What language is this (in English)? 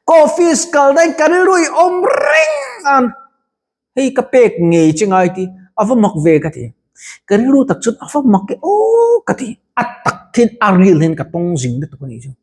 Mizo